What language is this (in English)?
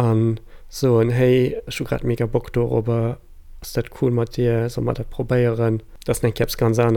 Luxembourgish